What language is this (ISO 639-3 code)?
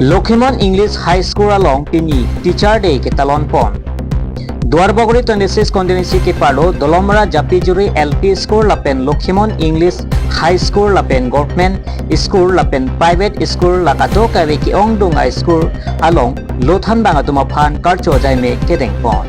mjw